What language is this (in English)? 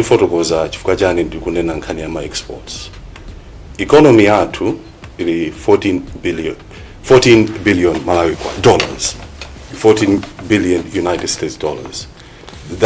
Nyanja